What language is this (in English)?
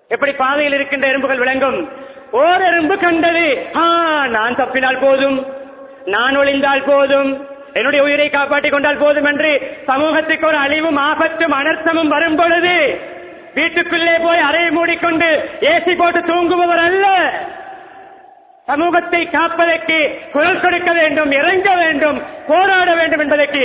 Tamil